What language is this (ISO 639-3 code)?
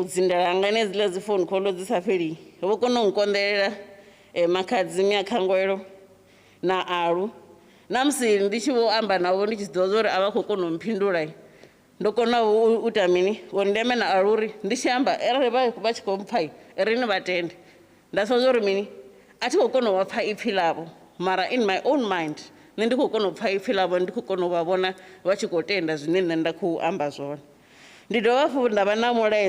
ven